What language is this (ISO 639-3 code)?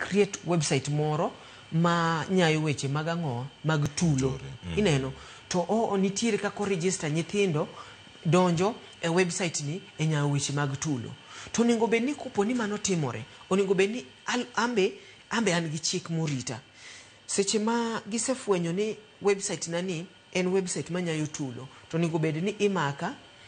luo